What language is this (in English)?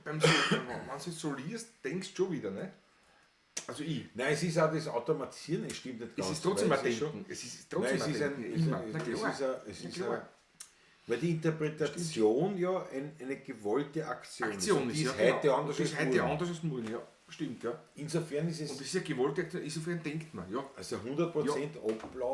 Bavarian